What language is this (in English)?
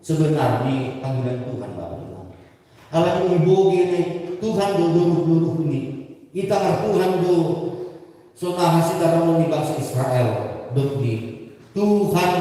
Batak Simalungun